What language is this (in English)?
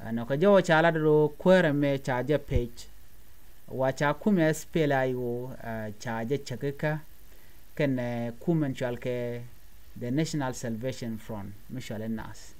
Nuer